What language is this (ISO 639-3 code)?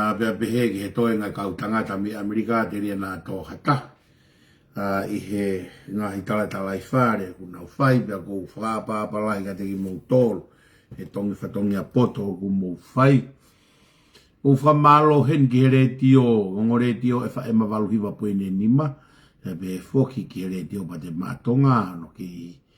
ton